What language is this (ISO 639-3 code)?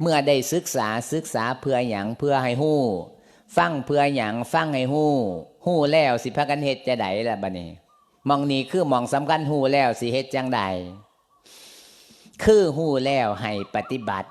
lao